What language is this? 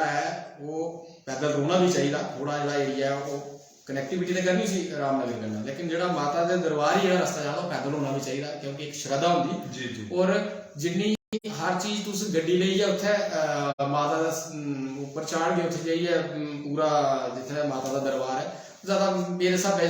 Dogri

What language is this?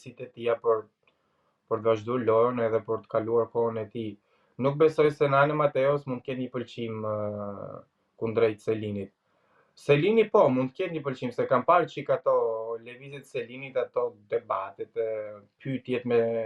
Albanian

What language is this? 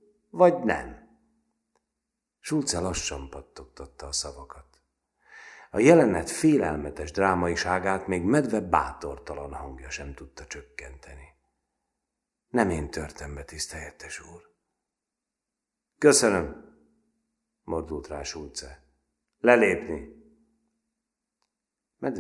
Hungarian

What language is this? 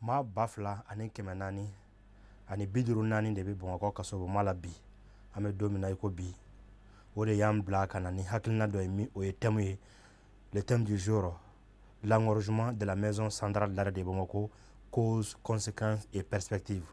Bambara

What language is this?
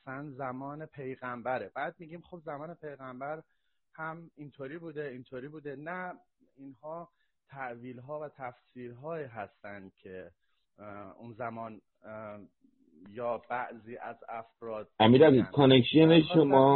Persian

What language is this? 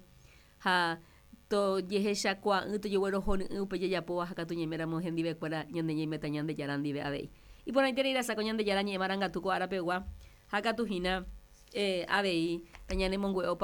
Guarani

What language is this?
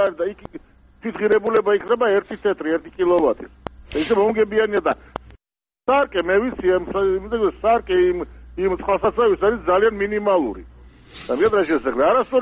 Georgian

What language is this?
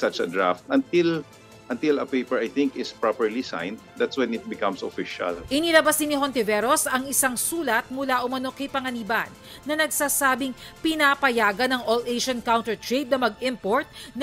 Filipino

